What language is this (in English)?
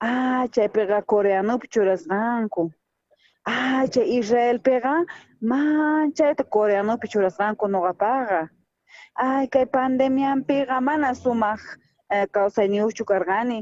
South Bolivian Quechua